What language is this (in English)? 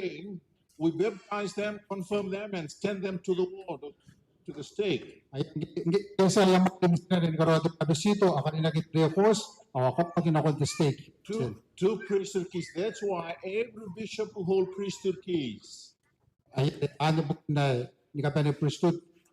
Gilbertese